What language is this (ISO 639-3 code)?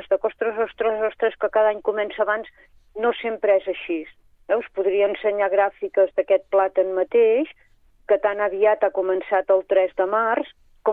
cat